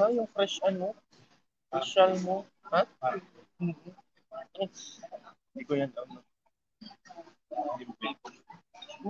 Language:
Filipino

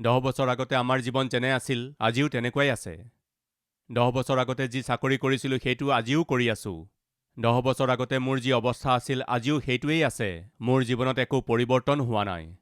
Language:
Assamese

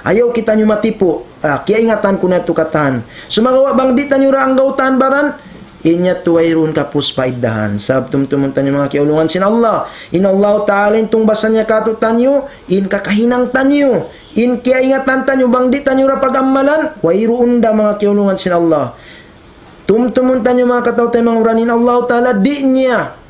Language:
Tausug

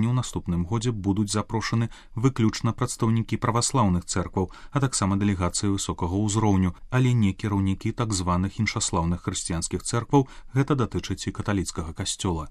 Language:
Belarusian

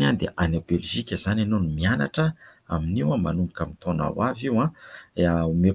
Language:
Malagasy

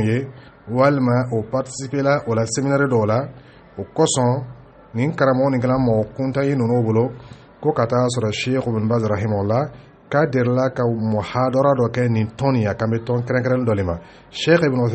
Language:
Dyula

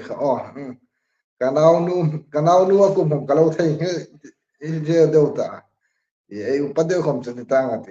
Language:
Hmar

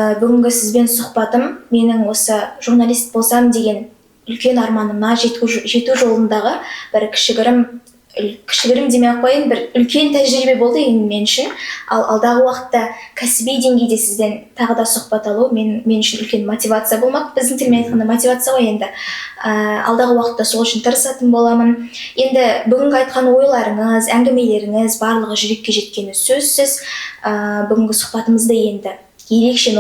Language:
Kazakh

